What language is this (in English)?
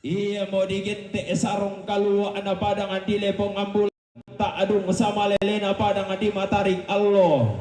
Toraja-Sa'dan